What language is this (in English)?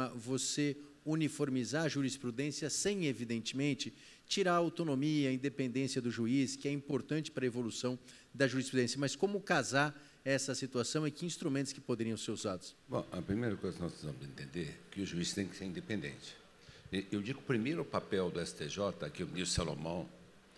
Portuguese